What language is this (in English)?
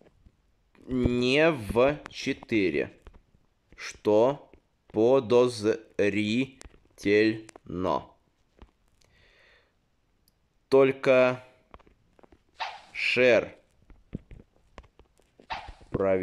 Russian